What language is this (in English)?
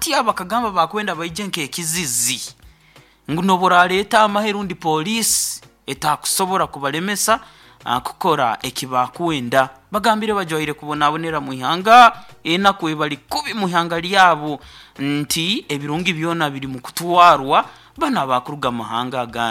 Nyoro